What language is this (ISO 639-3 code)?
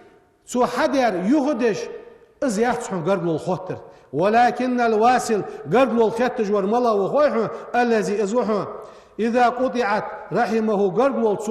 inh